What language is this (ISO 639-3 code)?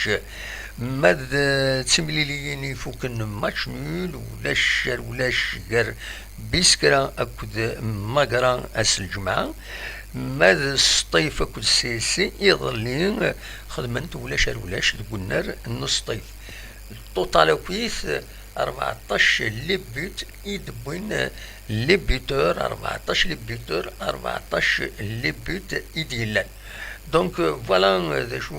kab